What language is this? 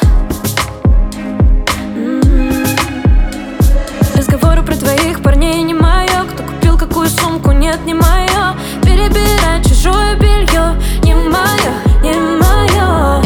Russian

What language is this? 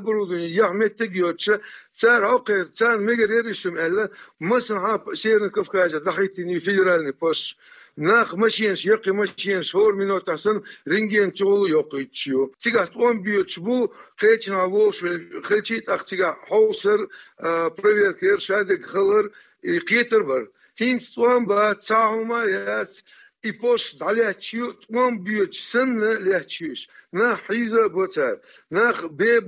Chechen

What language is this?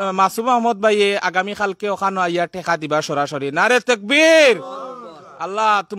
Sylheti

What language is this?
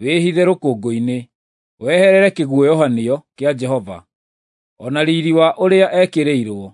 Kikuyu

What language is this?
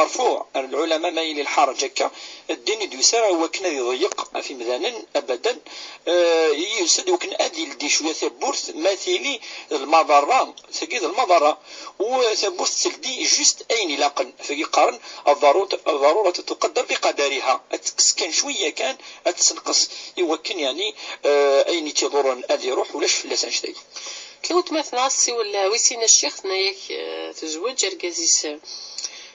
Kabyle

